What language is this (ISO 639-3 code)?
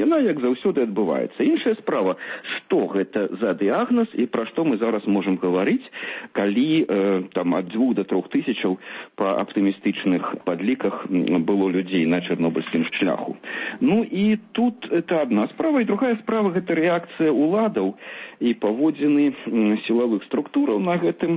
bel